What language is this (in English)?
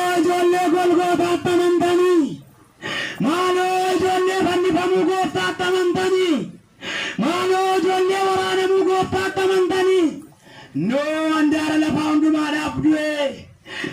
Oromo